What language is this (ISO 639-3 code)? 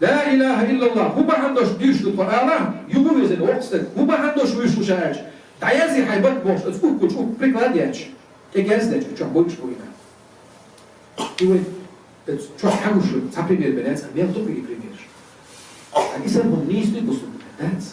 che